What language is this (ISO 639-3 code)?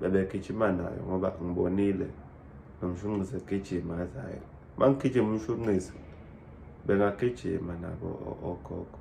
zul